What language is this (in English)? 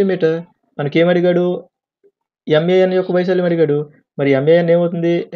Telugu